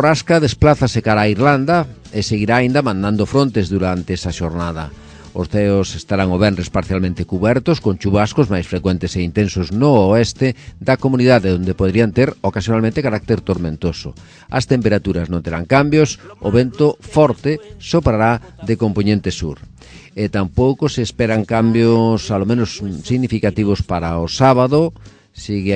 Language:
Galician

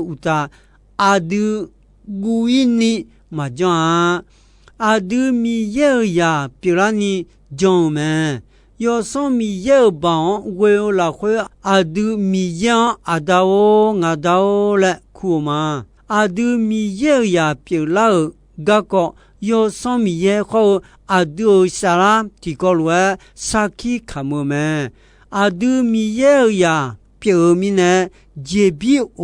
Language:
Akha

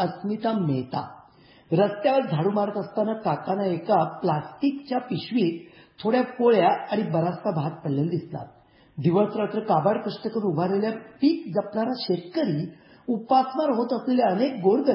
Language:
Marathi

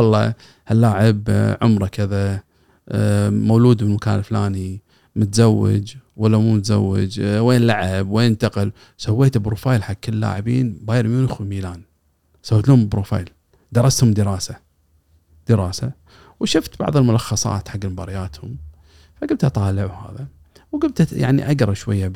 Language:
Gulf Arabic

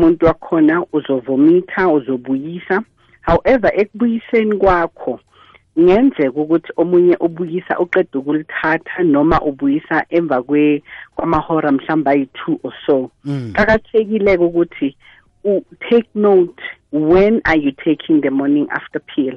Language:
South Ndebele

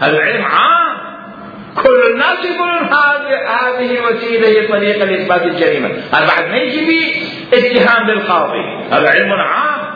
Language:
Mesopotamian Arabic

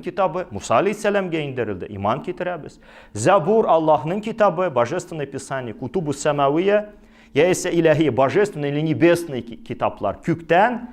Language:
Tatar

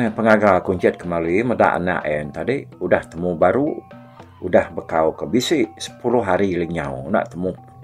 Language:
Iban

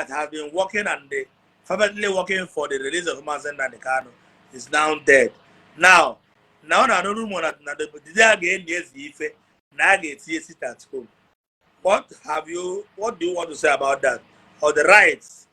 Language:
Igbo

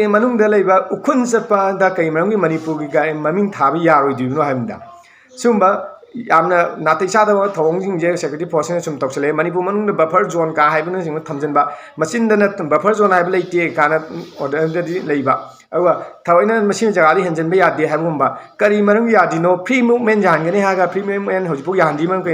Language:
Manipuri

